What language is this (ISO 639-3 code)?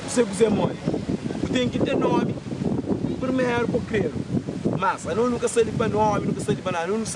kea